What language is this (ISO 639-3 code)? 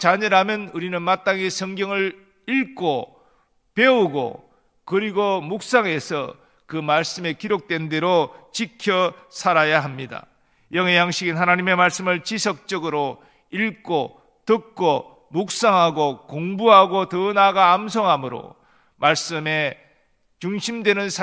kor